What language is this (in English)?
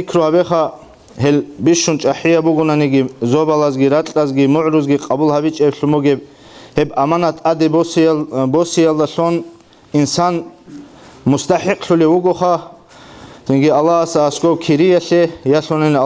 Avaric